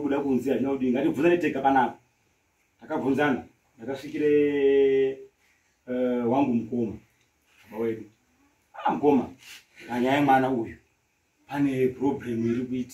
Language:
Shona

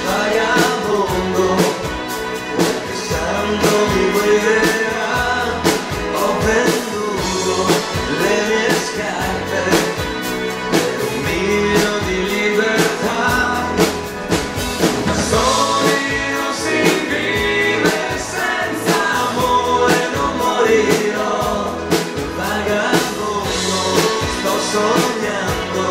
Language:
Italian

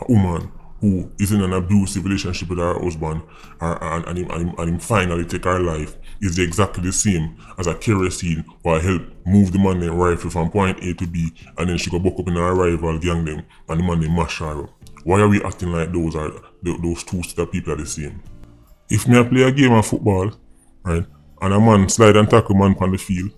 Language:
Jamaican Creole English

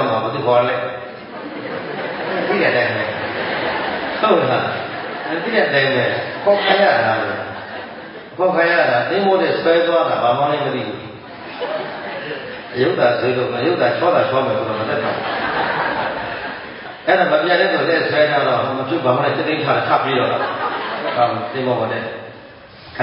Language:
Burmese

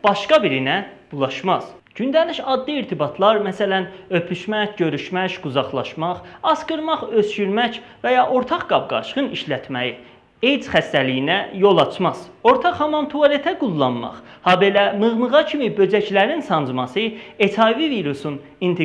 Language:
South Azerbaijani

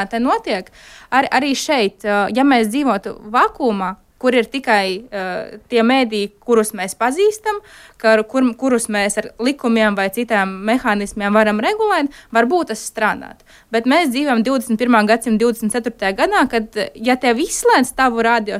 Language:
Latvian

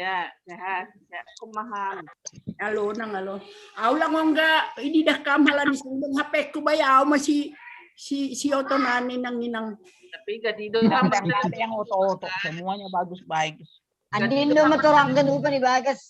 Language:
Batak Simalungun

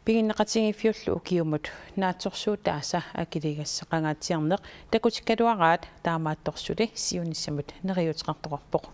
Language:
Kalaallisut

